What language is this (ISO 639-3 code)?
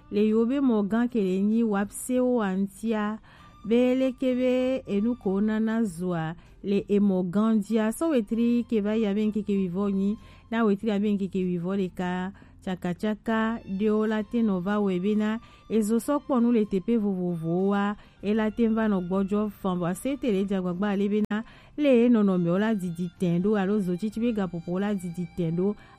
gej